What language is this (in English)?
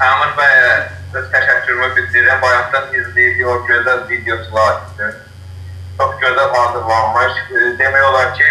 South Azerbaijani